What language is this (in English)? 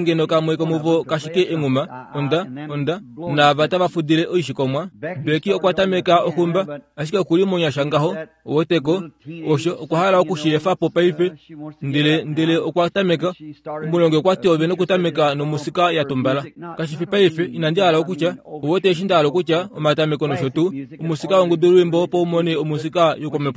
Kuanyama